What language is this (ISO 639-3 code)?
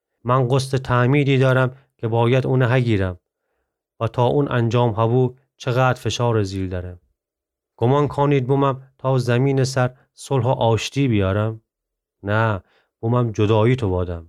glk